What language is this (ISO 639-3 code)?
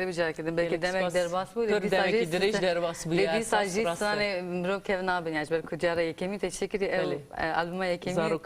kur